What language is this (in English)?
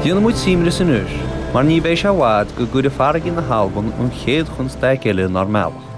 Irish